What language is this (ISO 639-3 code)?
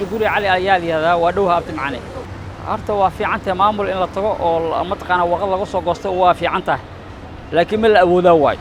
som